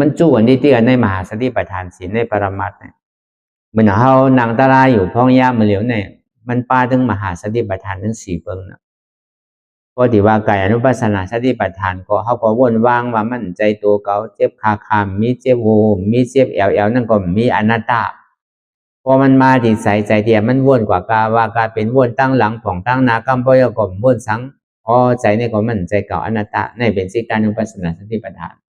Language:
Shan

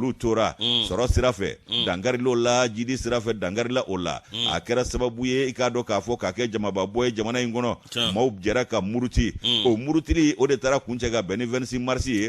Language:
Bambara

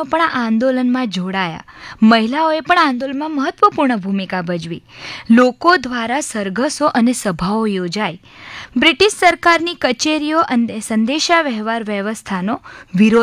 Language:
Gujarati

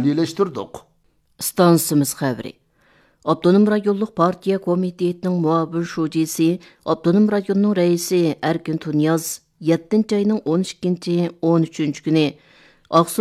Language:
Uyghur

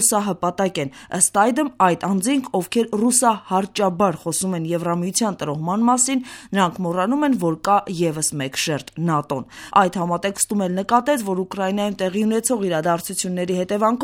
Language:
Armenian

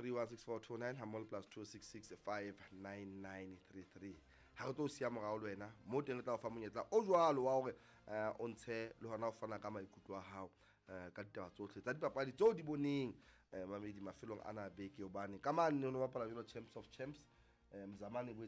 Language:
Southern Sotho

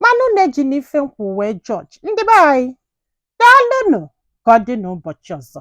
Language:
Igbo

